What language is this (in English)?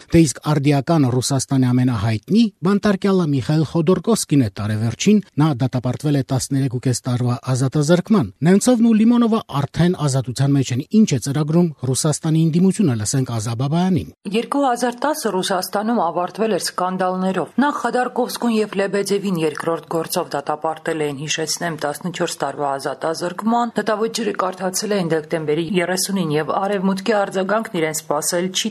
Armenian